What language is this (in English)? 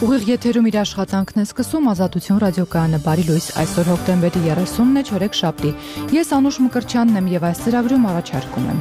Armenian